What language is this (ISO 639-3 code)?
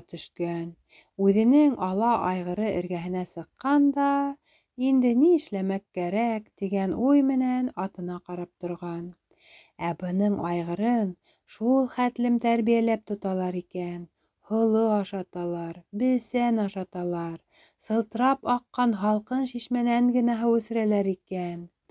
bak